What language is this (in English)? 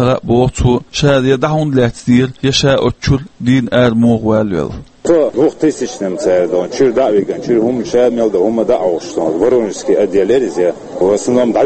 Chechen